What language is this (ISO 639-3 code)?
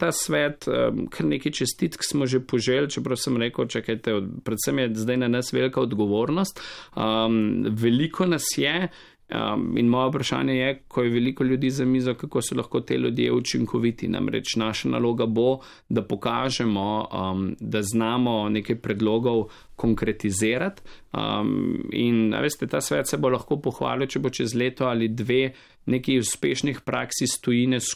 slv